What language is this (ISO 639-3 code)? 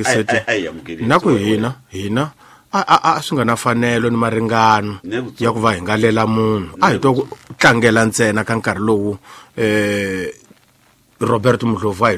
tso